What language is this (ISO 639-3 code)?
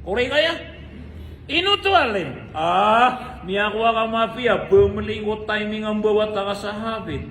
mrw